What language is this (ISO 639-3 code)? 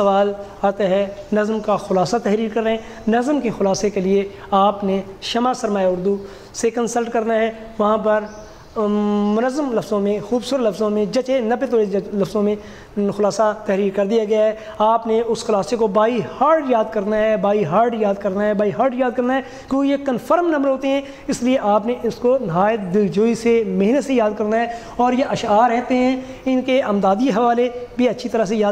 urd